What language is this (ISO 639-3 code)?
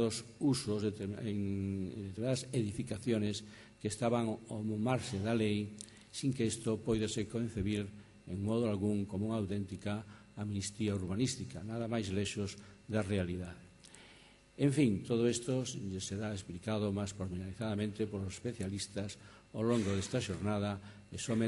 glg